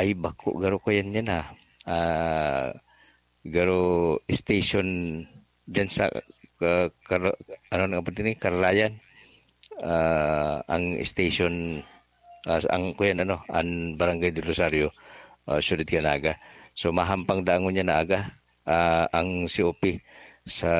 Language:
Bikol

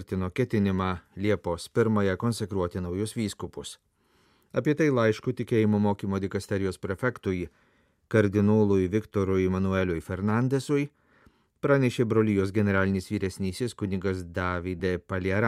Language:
Lithuanian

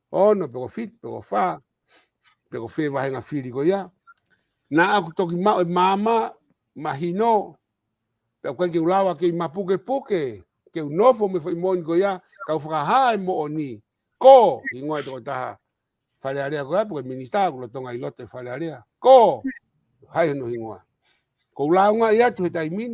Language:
Tongan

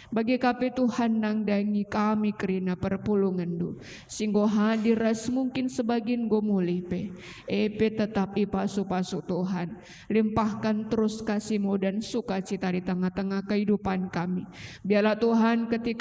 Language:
Batak Karo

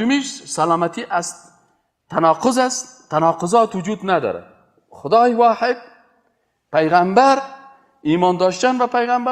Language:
Persian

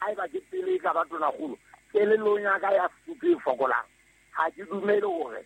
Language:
Southern Sotho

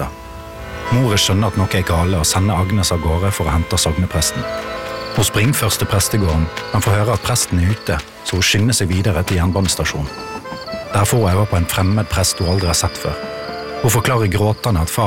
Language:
Norwegian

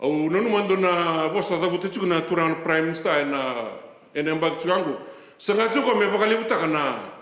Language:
Fijian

